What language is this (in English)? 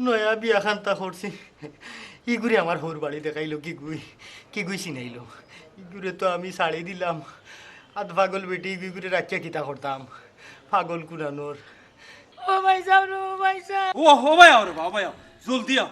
Sylheti